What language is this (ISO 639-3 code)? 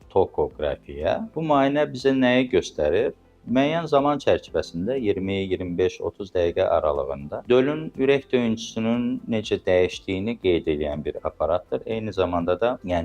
aze